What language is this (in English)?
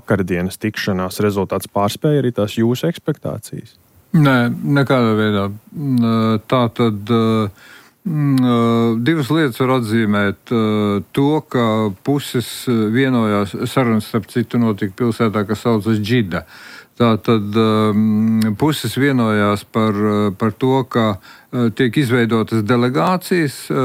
Latvian